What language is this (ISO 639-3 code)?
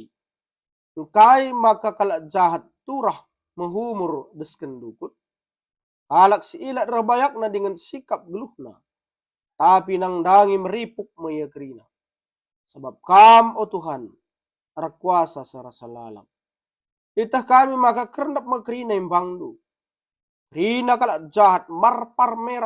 btx